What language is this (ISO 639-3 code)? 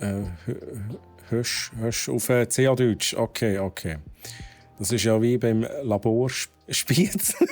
gsw